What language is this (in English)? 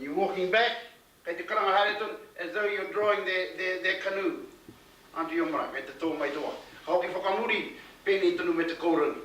Māori